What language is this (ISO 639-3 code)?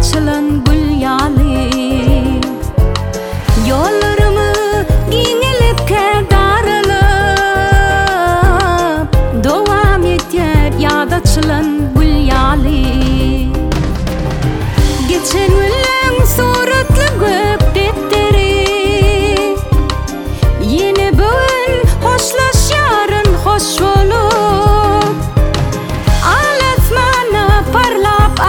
tur